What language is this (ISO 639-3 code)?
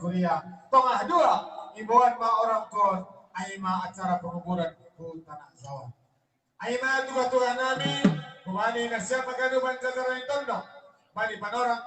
bts